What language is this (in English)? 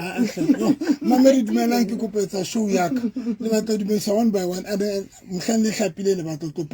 Southern Sotho